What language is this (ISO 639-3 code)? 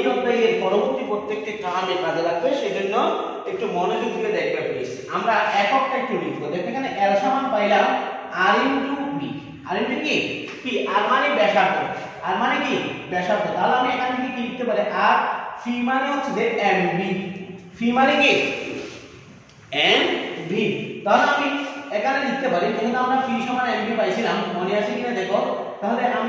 ben